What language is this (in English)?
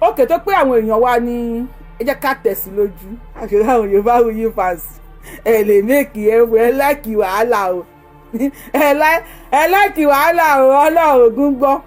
Yoruba